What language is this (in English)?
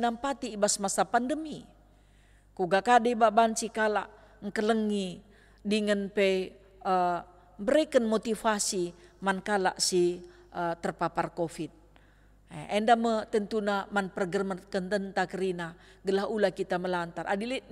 Batak Karo